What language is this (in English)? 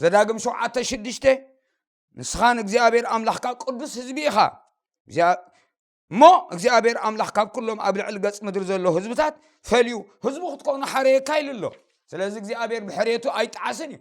Tigrinya